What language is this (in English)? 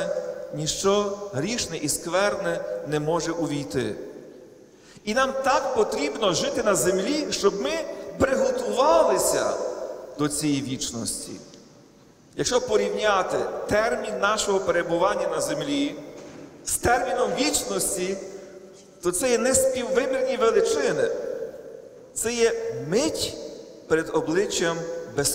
Ukrainian